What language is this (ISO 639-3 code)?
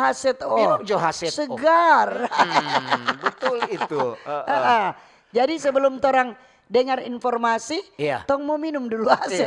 xmm